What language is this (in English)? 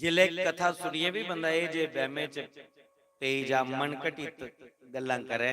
Dogri